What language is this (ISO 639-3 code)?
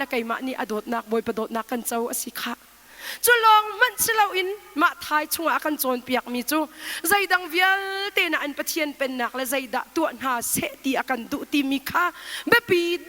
cnh